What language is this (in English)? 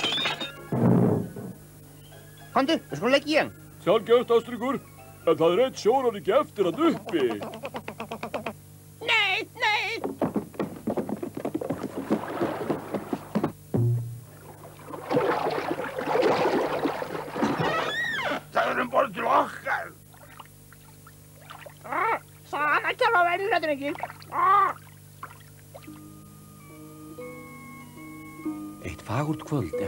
Icelandic